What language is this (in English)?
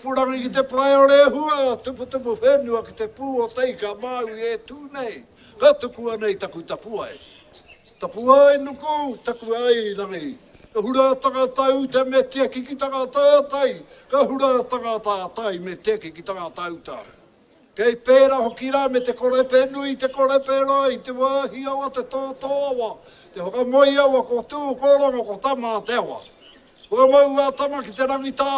Māori